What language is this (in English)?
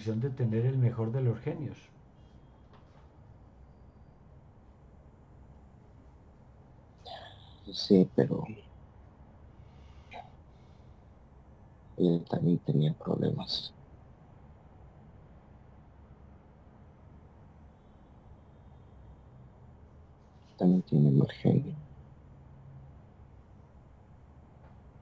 Spanish